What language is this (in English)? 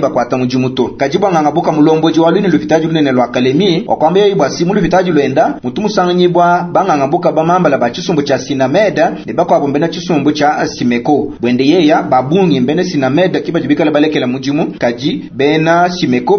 Luba-Lulua